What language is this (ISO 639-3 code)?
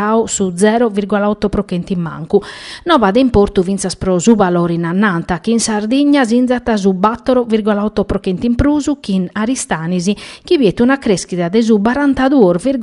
srd